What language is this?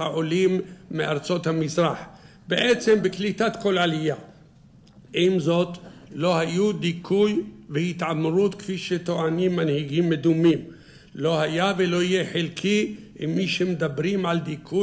Hebrew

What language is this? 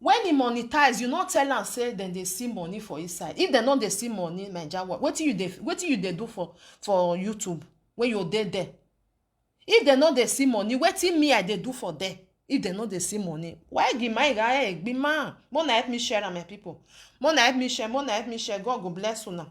Nigerian Pidgin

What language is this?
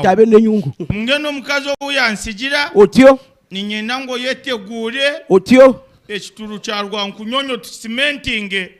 Nyankole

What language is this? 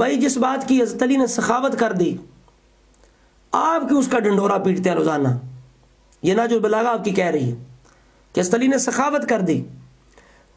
Urdu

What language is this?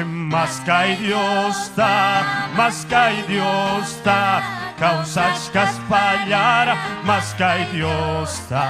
Ayacucho Quechua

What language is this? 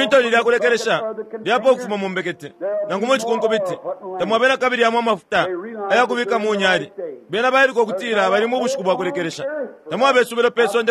Bemba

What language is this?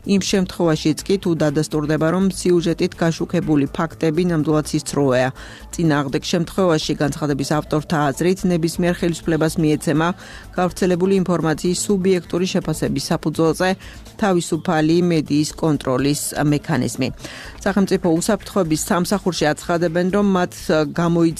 Georgian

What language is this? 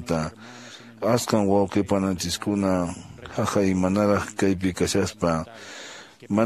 Quechua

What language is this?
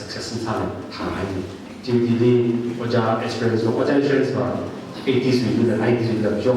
Tangkhul Naga (India)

